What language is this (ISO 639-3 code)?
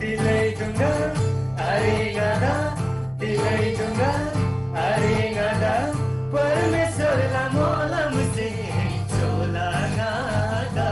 taj